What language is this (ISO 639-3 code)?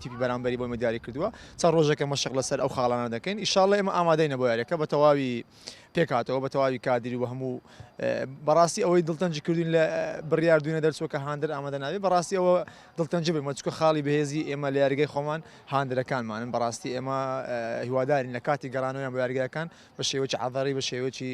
ckb